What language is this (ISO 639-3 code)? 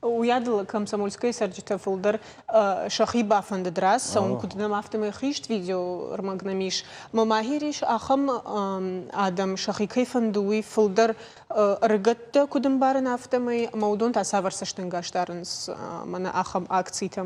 oss